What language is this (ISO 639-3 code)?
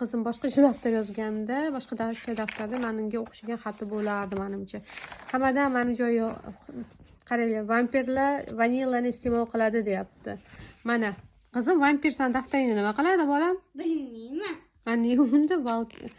uzb